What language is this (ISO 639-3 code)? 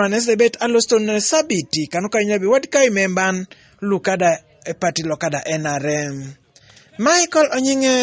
teo